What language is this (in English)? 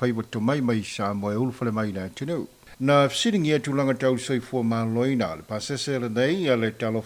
Samoan